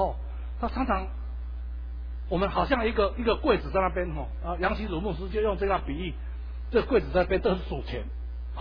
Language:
Chinese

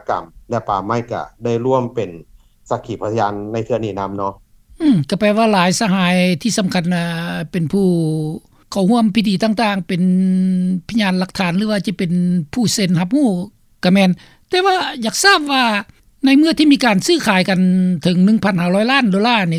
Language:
Lao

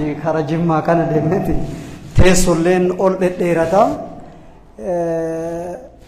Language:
Oromo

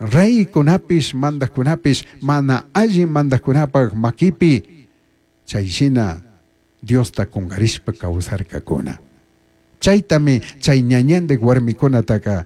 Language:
Chimborazo Highland Quichua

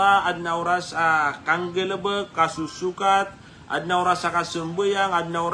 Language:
Maranao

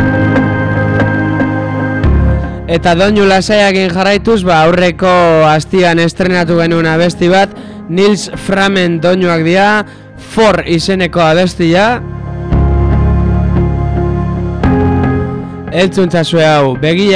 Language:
Basque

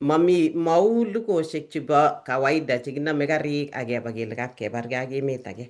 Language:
Kalenjin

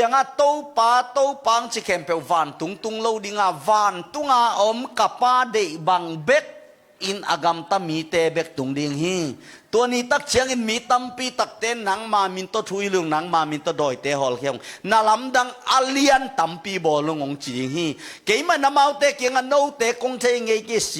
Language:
Tedim Chin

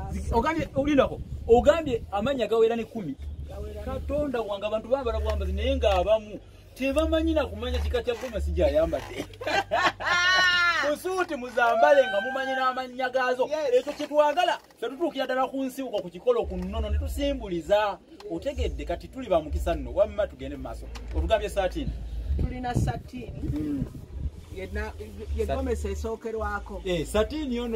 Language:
Ganda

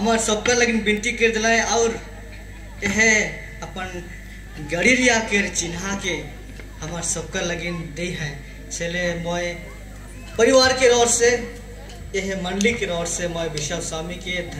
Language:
Sadri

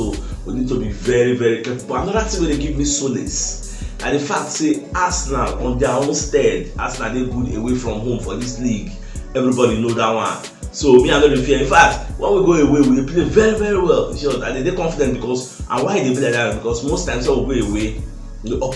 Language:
Nigerian Pidgin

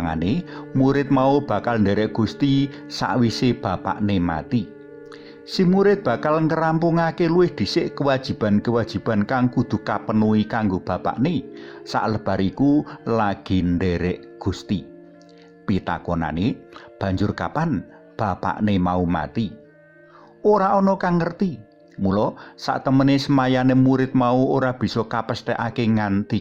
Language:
Javanese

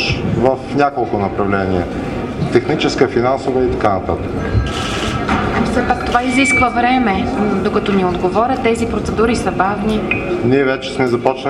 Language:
Bulgarian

